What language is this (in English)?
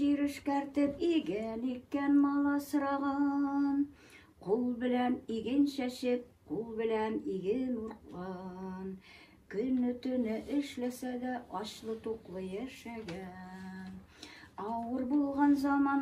Bashkir